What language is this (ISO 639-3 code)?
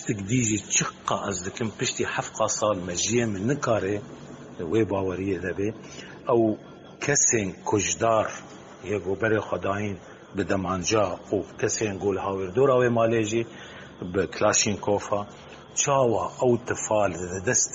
kur